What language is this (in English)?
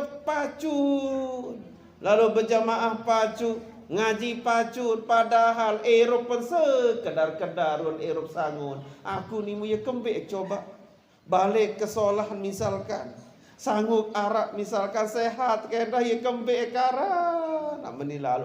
Sasak